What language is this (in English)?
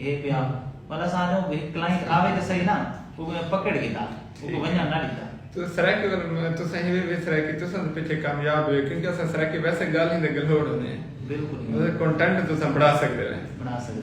Saraiki